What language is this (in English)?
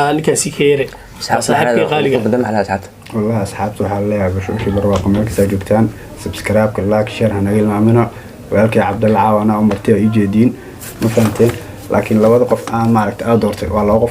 Somali